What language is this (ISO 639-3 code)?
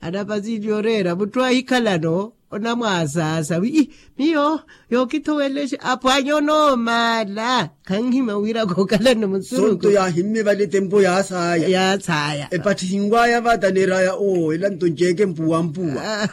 vmw